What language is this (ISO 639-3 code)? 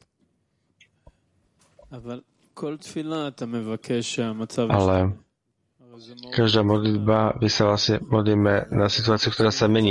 slk